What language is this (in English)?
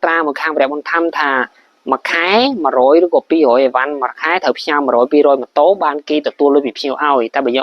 Khmer